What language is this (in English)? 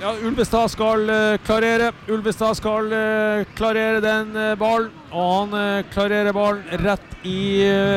Norwegian